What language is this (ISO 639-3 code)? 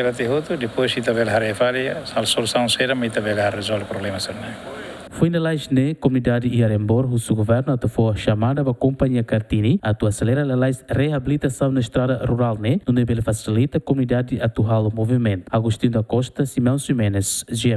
tet